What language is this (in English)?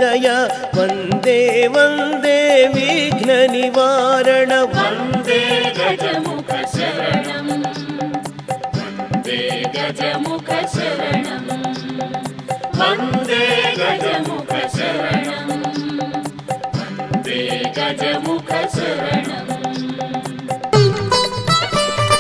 Telugu